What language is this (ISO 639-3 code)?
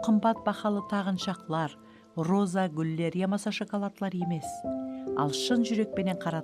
kaa